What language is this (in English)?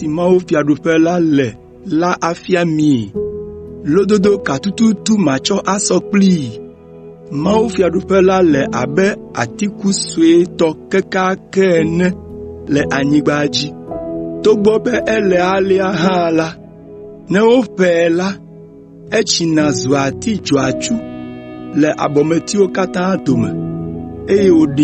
Ewe